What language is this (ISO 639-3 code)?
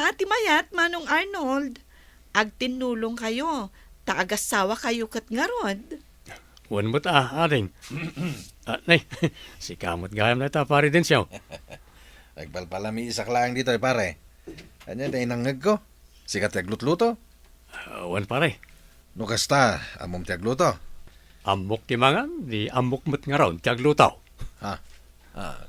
ilo